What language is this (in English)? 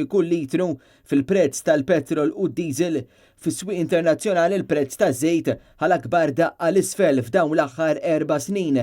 Maltese